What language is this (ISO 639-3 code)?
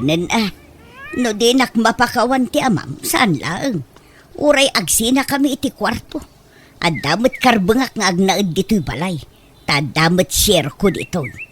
ilo